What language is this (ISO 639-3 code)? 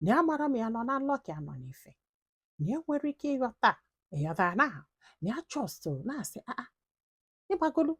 ibo